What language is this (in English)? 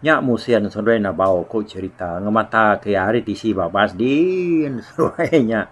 Iban